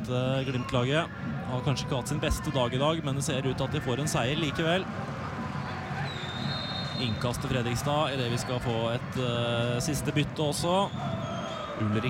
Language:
Norwegian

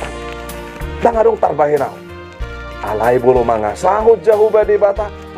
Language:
Batak Toba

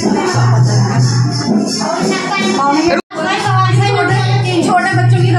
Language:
Hindi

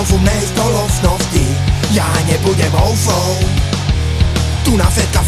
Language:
Slovak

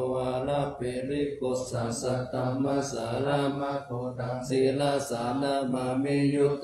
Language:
Pali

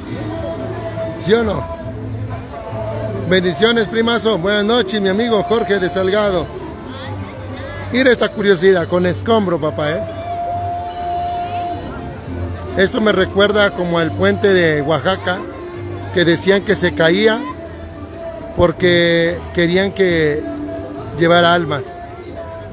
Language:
Spanish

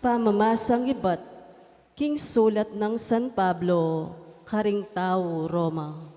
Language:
Pampanga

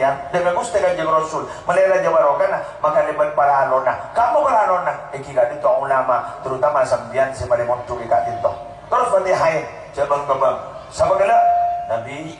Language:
Madurese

